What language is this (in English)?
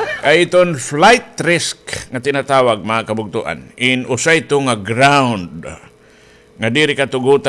Waray